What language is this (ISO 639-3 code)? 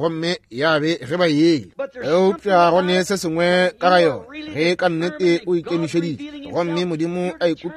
nso